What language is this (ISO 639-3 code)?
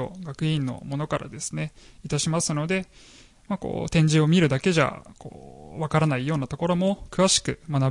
jpn